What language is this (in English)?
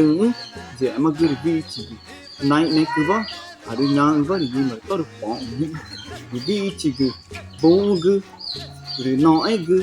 Ticuna